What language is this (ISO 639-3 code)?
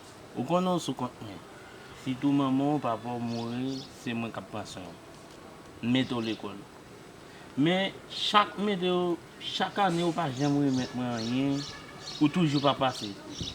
hat